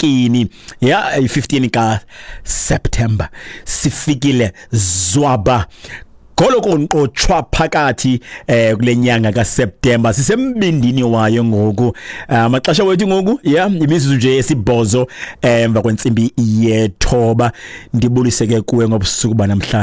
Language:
Xhosa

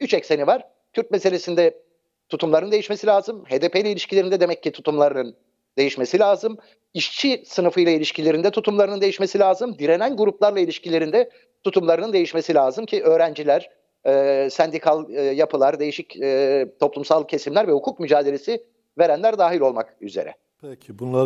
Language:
Turkish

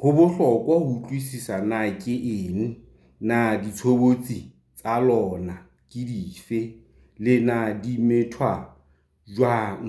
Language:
Southern Sotho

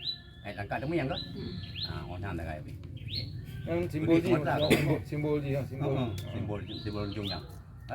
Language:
Achinese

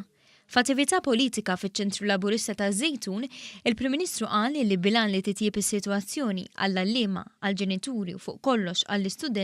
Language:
Maltese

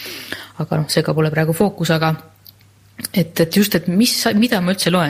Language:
Estonian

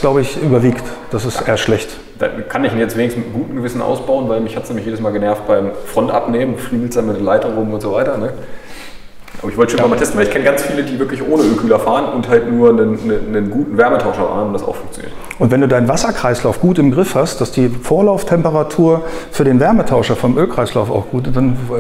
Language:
German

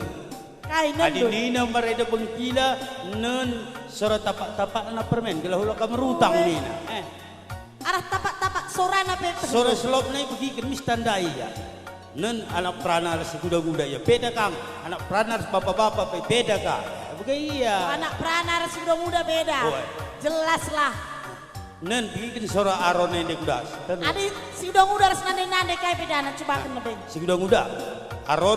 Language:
Batak Karo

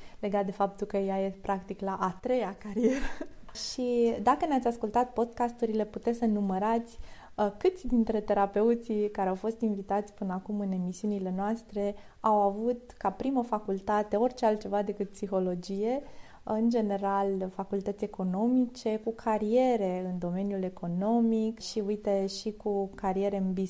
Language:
Romanian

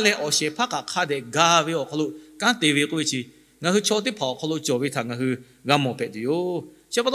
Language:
Lahu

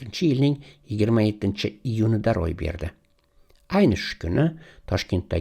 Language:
Uzbek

